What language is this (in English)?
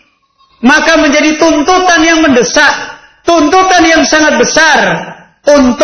Indonesian